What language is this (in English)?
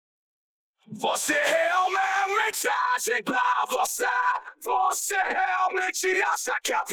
Portuguese